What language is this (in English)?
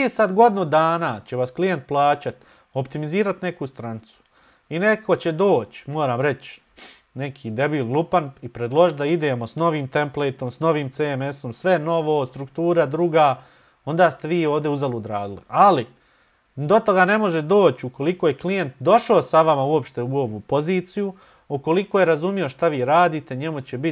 Bosnian